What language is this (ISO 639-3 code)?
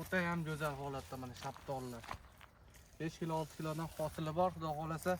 uzb